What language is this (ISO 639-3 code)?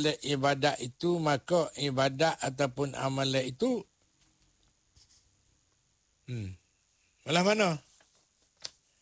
msa